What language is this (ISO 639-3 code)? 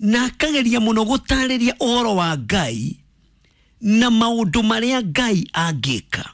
kik